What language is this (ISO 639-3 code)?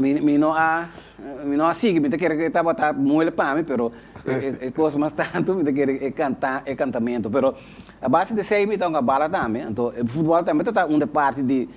pap